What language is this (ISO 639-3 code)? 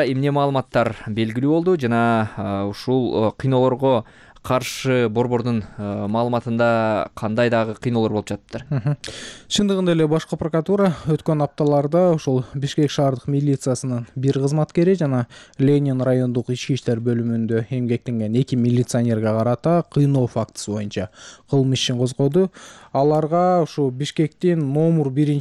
kir